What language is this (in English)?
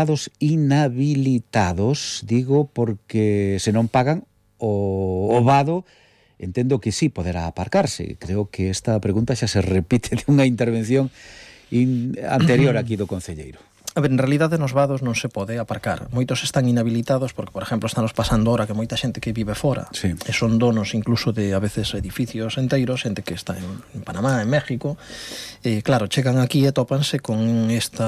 Galician